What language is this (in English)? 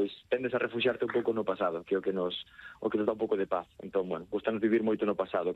Galician